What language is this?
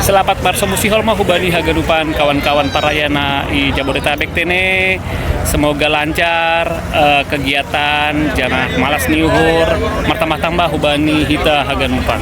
Batak Simalungun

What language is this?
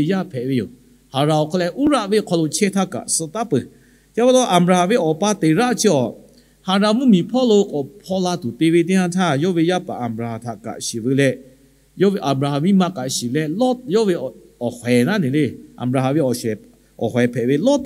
Lahu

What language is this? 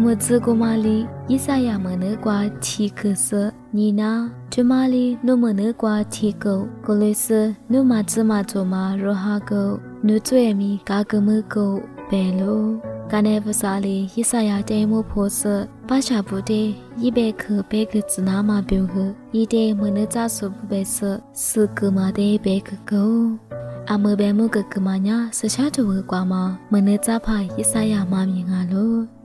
Lisu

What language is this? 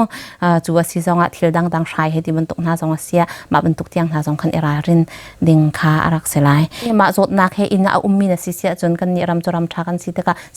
Hakha Chin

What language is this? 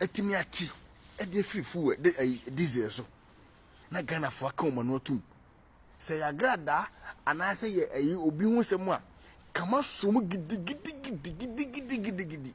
Akan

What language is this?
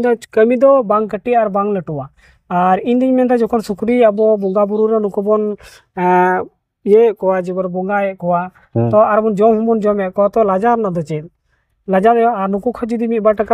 Santali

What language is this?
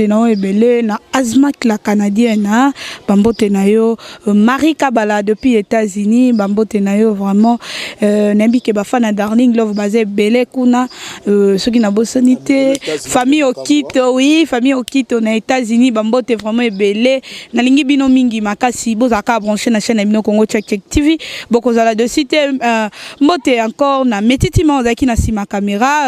Lingala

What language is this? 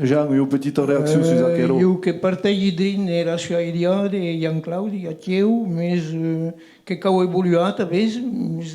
Occitan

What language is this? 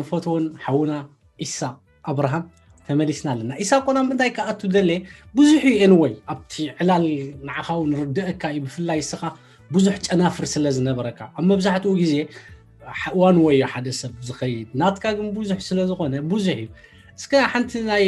Tigrinya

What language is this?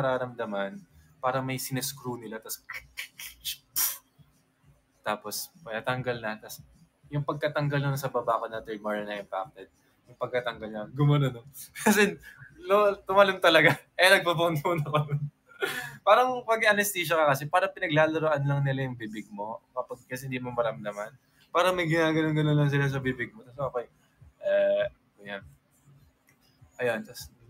Filipino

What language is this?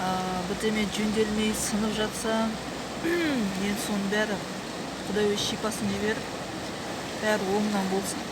Kazakh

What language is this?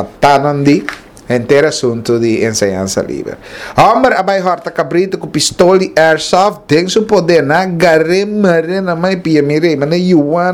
Papiamento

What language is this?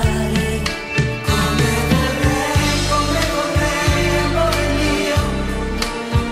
Italian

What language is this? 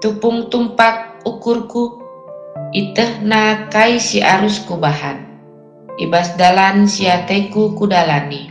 Batak Karo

